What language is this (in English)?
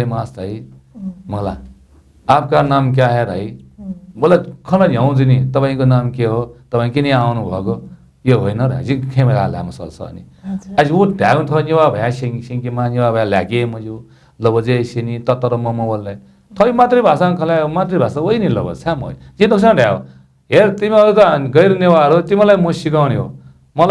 Newari